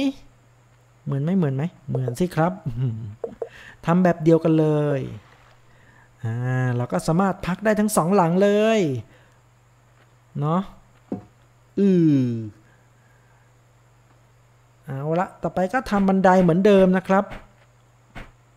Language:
Thai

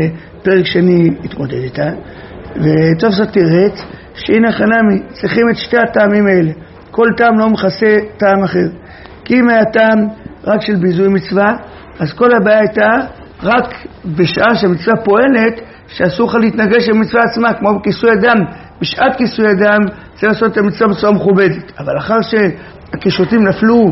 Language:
Hebrew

